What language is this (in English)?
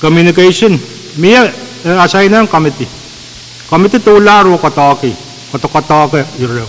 Pohnpeian